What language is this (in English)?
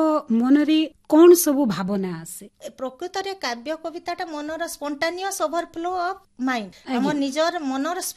Odia